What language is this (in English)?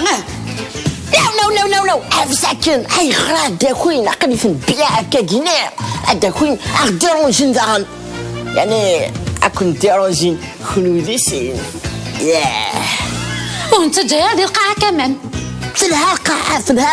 Kabyle